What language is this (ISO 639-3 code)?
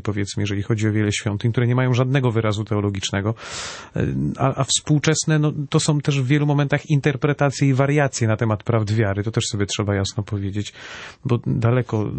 pol